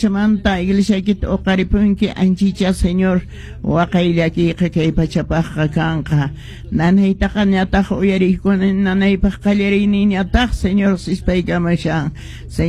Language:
Quechua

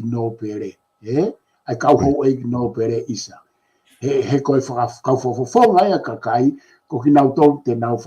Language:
Tongan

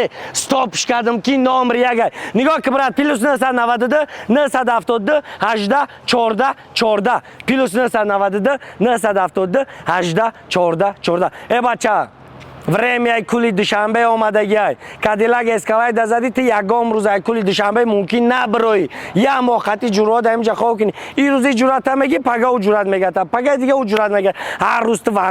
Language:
Tajik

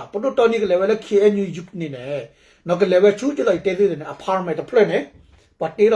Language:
S'gaw Karen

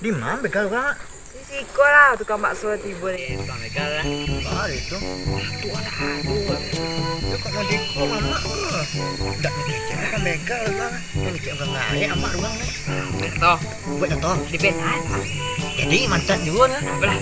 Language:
Minangkabau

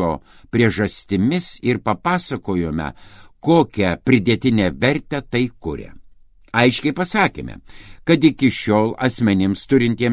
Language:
Lithuanian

